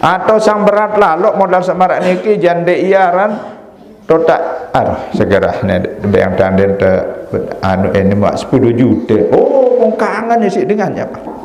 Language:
Sasak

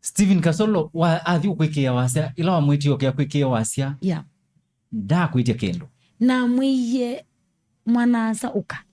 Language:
Kamba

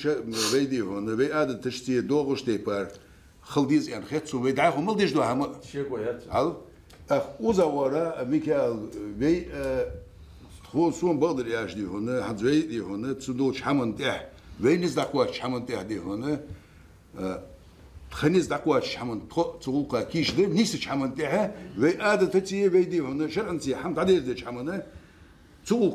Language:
Chechen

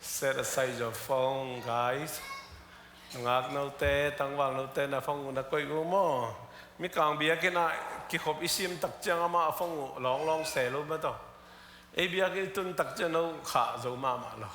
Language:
Tedim Chin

